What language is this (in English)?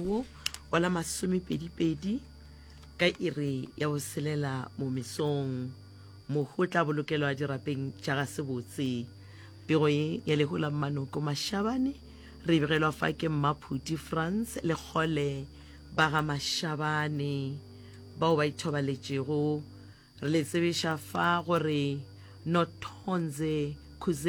Northern Sotho